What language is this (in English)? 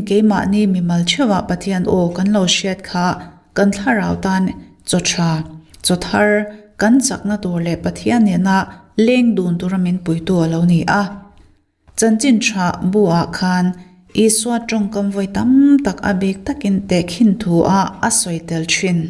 Mizo